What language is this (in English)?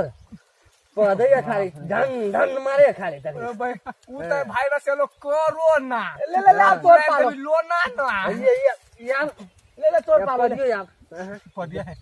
Maithili